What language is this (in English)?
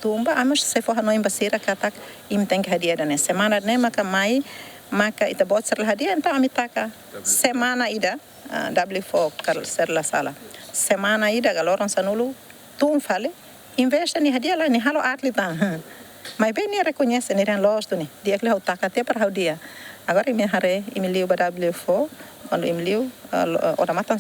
Tetum